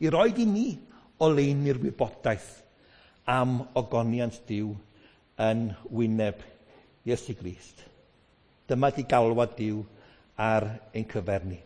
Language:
Welsh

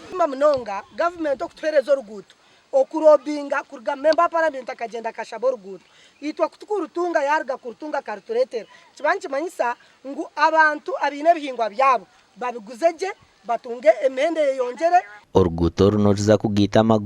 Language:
Nyankole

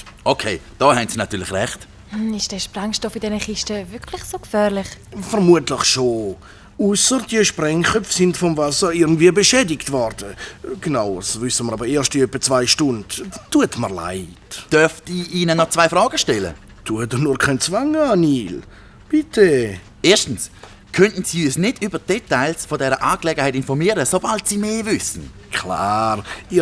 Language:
Swiss German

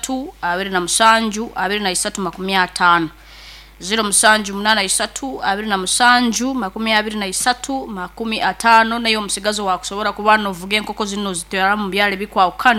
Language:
Nyankole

